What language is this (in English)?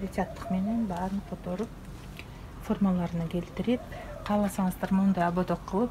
Kyrgyz